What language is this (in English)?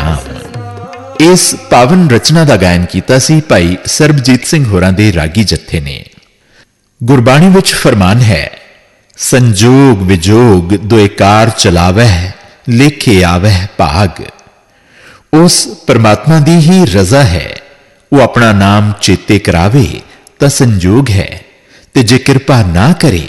Punjabi